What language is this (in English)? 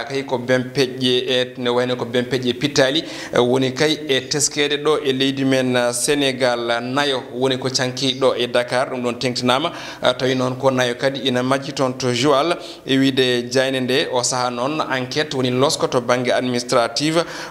Fula